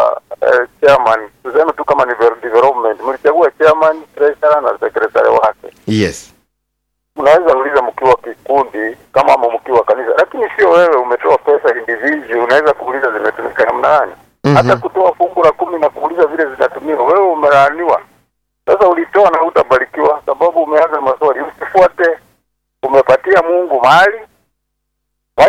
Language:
Swahili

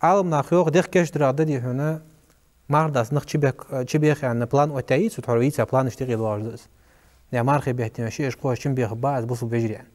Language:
Ingush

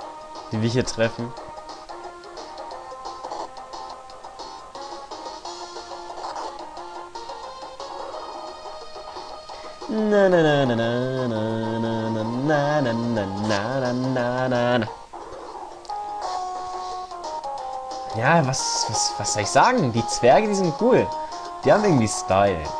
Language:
German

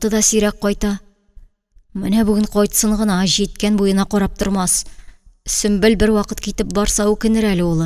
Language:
Tatar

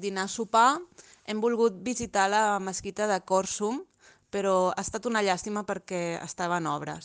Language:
Catalan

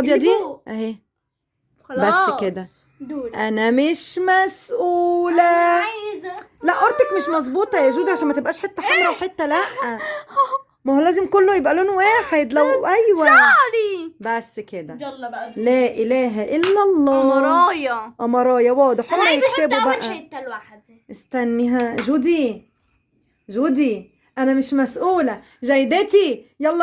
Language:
Egyptian Arabic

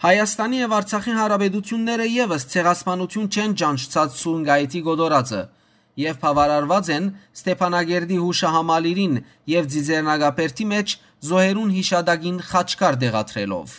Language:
Western Armenian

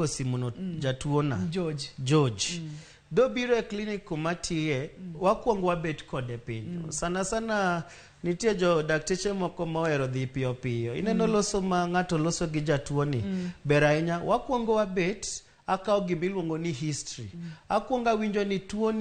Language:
Luo (Kenya and Tanzania)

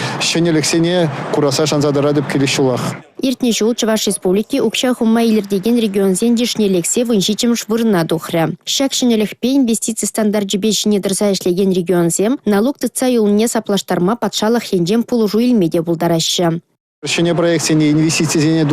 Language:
Chuvash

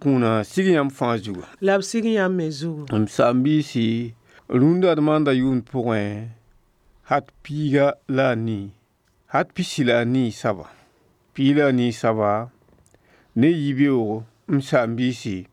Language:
Mossi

